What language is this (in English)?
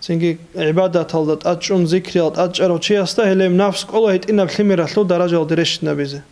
Avaric